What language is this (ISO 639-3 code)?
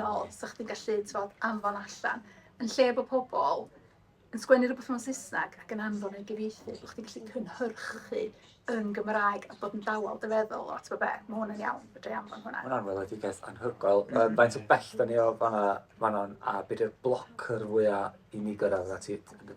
cym